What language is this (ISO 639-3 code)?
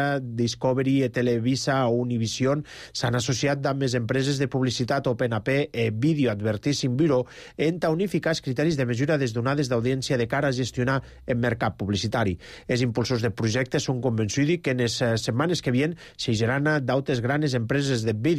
cat